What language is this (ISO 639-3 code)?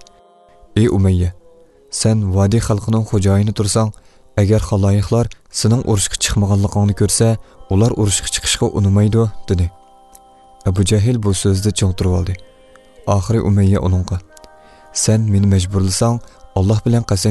uig